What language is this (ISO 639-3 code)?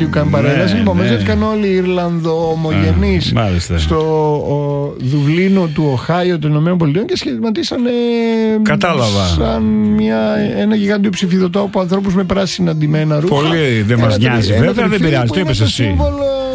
ell